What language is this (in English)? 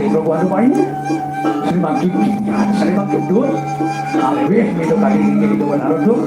Balinese